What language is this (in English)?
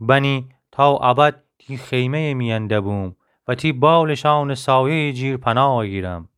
Gilaki